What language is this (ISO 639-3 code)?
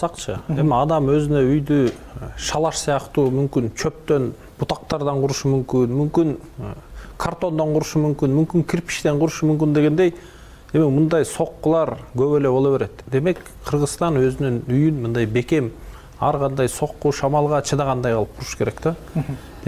kir